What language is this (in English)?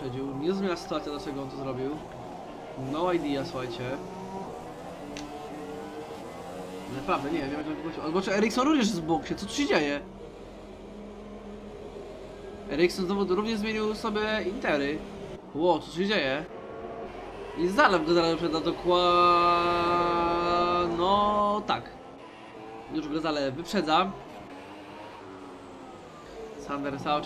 Polish